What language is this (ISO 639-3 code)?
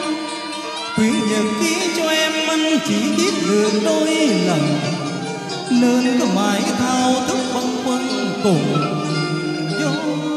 vie